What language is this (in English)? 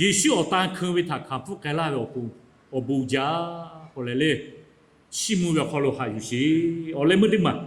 Lahu